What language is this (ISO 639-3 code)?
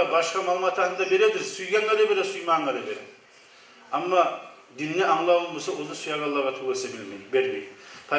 kum